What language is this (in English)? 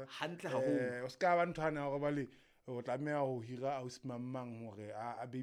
Southern Sotho